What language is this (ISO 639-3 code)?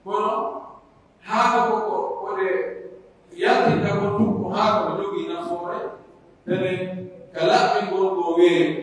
fuf